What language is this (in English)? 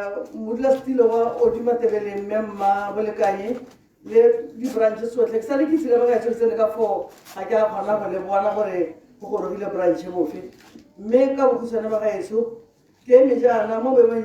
Tswana